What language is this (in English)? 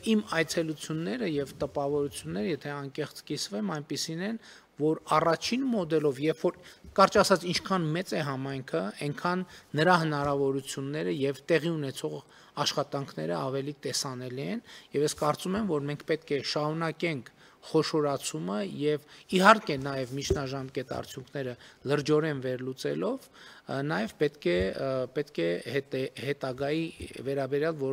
Armenian